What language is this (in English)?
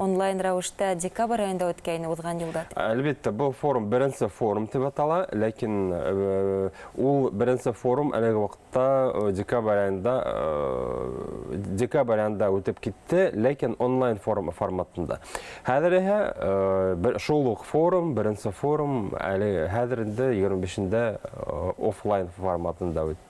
Bashkir